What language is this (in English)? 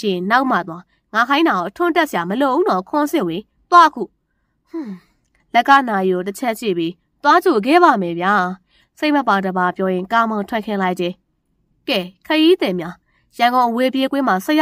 Burmese